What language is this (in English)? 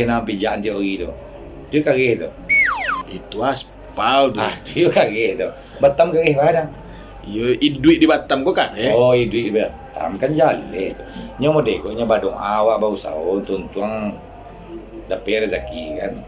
Minangkabau